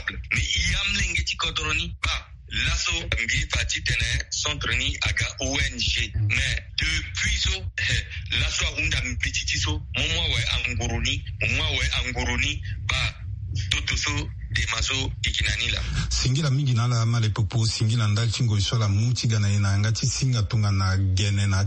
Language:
Sango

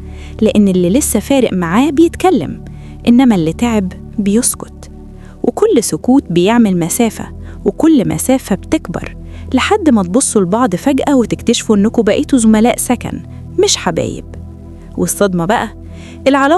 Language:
Egyptian Arabic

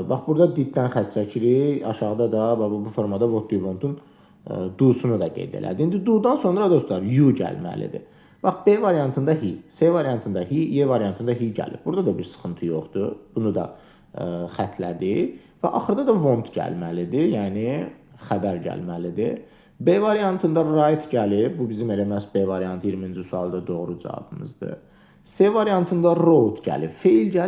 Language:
Azerbaijani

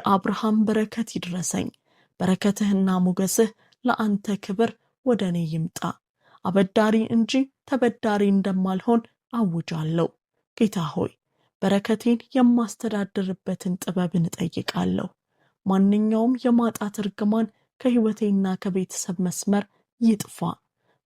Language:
Amharic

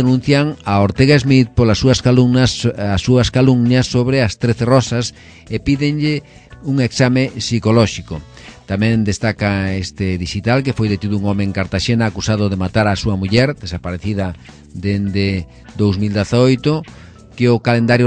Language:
Galician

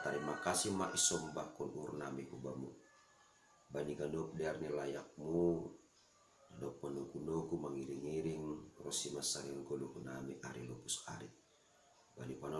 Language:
Batak Simalungun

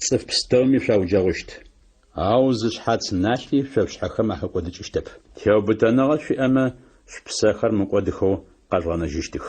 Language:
Adyghe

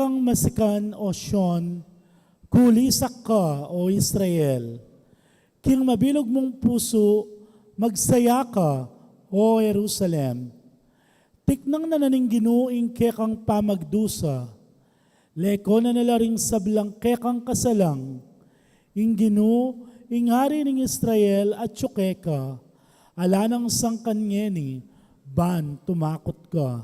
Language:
Pampanga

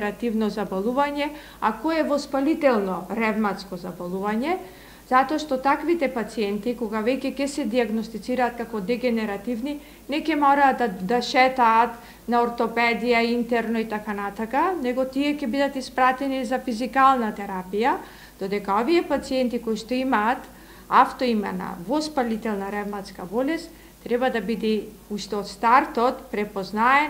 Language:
Macedonian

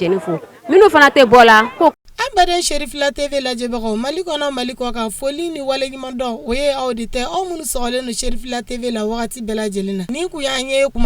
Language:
Bambara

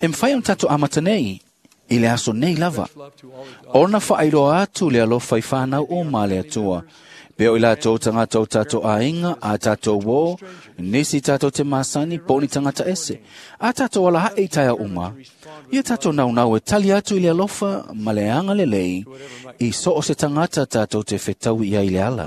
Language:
Samoan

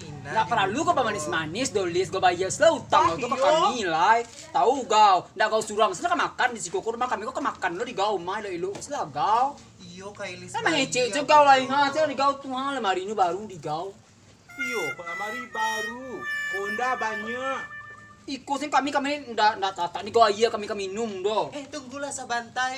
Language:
Minangkabau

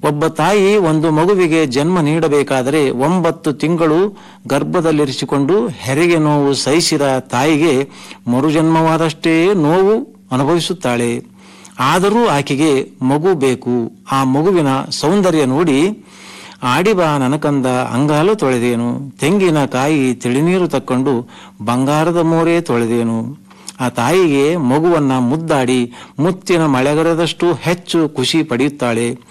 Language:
Kannada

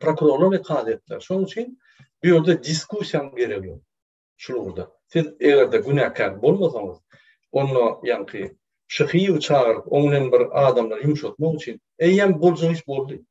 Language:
Turkmen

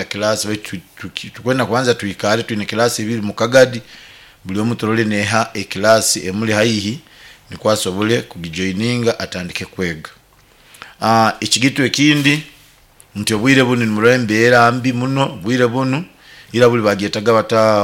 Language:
Nyoro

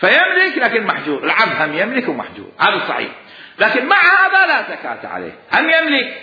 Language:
Mesopotamian Arabic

